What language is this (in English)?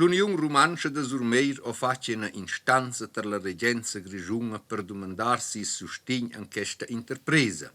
Romansh